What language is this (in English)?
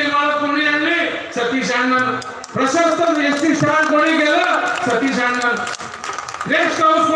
Marathi